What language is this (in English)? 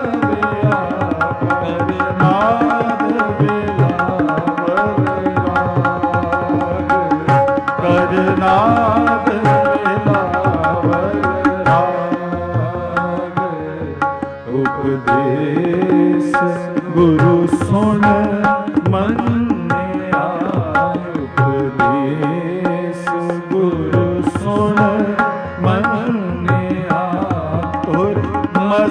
Punjabi